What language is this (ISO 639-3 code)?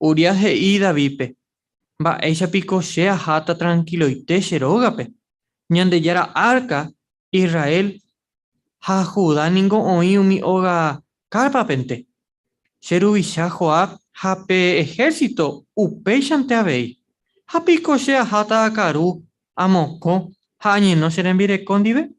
grn